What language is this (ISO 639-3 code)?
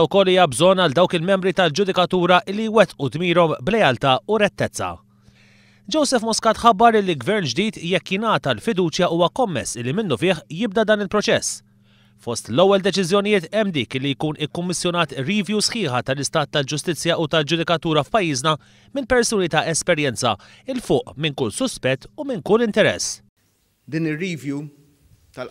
mlt